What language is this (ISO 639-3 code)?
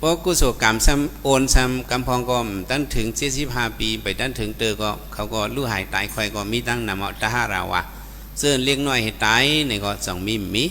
shn